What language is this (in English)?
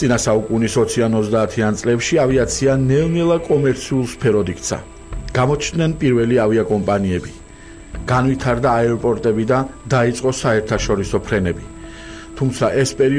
Georgian